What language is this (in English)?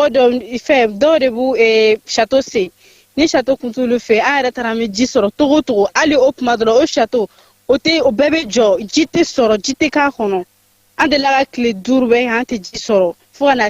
Bambara